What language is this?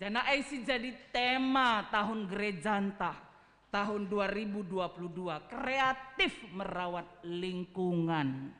Batak Karo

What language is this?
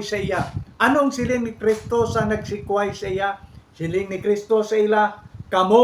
Hiligaynon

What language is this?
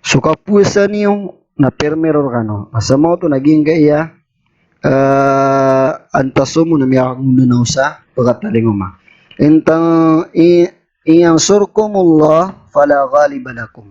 Maranao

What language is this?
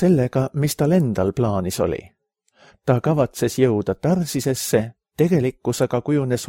Estonian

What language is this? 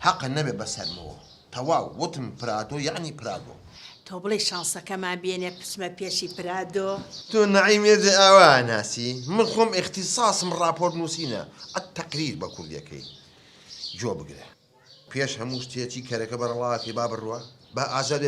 Central Kurdish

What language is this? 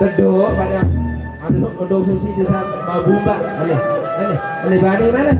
Sasak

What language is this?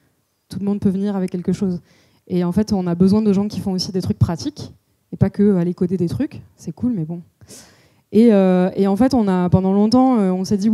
French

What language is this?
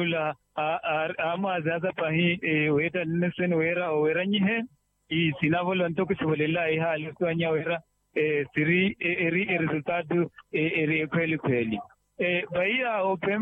Makhuwa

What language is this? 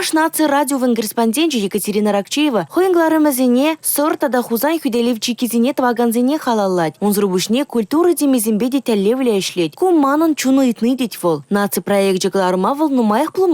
Chuvash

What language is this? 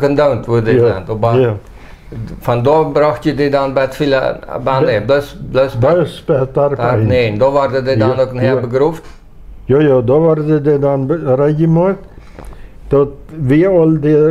Plautdietsch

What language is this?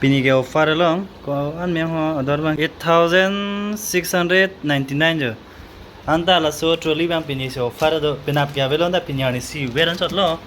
Karbi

